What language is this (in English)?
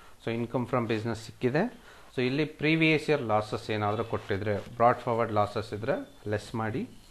Kannada